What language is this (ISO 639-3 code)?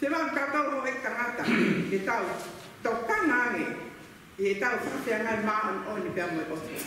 ton